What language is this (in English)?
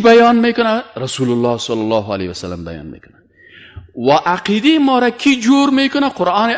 Persian